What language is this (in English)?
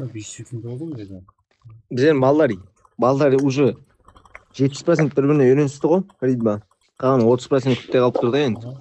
Kara-Kalpak